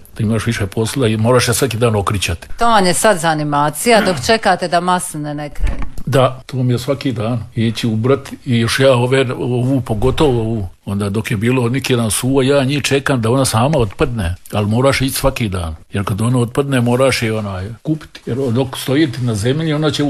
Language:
Croatian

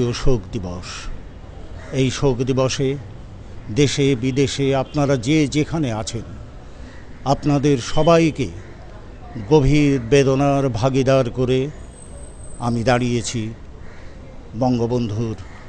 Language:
Bangla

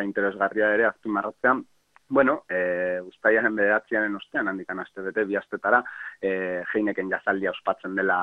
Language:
Basque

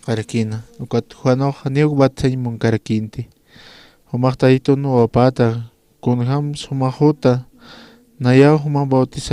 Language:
Aymara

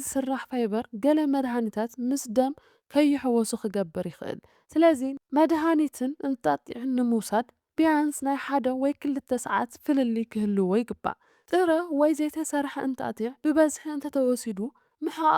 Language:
Tigrinya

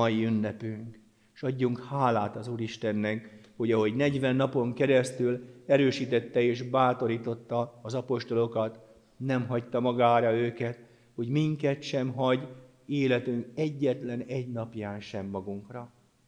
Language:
Hungarian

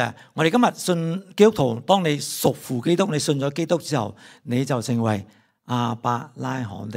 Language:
Cantonese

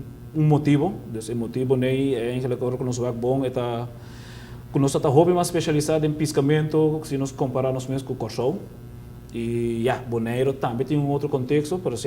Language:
Papiamento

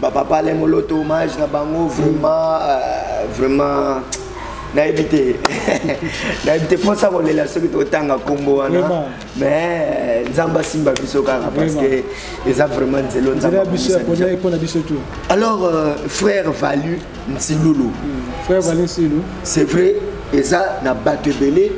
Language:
Lingala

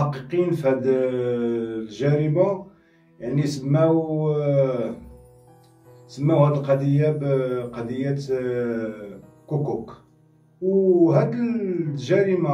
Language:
Moroccan Arabic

